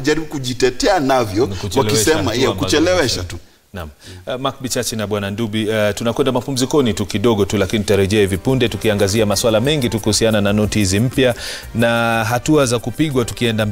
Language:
Swahili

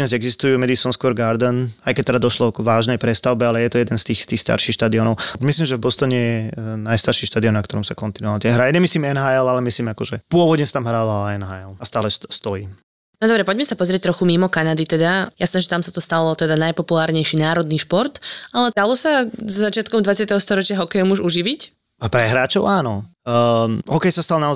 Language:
Slovak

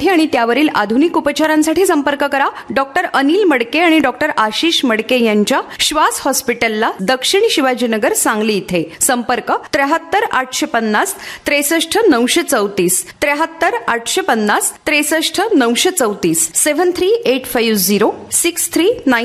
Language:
Marathi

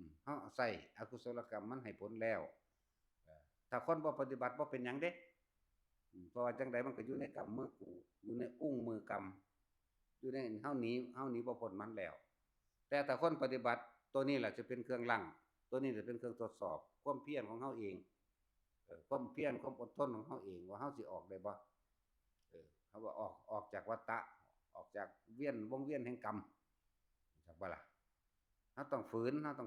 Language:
Northeastern Thai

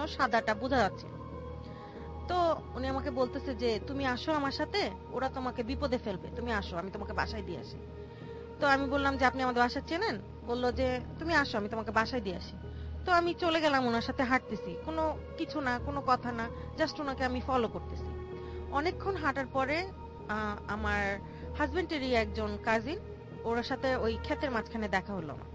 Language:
Bangla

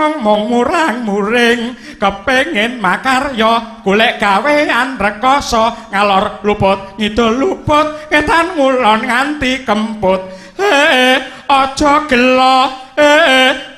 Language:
Javanese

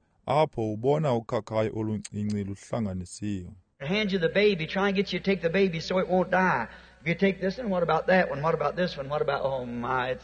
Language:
Xhosa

